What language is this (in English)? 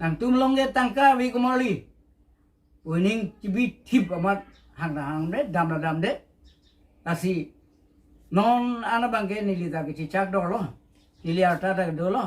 Karbi